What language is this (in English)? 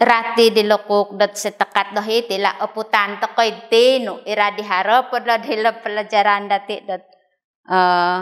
Central Dusun